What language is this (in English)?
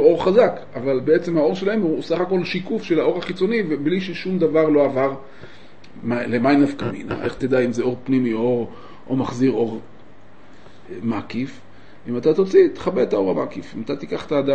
Hebrew